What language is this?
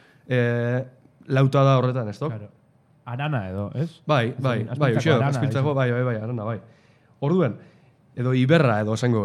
Basque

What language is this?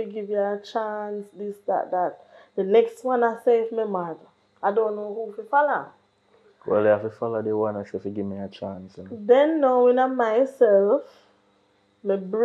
Jamaican Creole English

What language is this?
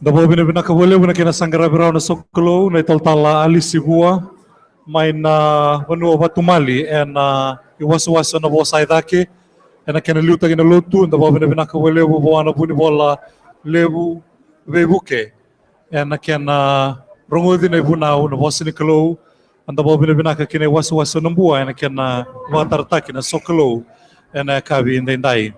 Fijian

